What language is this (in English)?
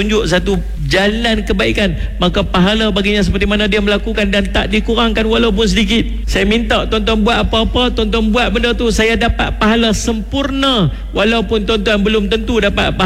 Malay